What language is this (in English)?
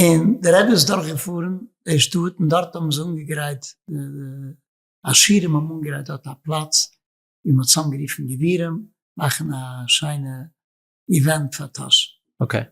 Yiddish